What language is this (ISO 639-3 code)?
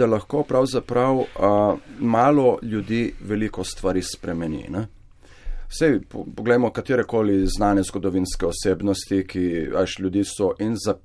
slv